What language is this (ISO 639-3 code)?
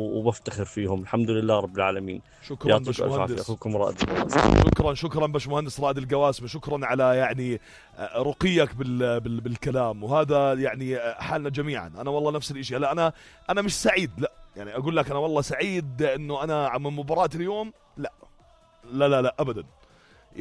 apc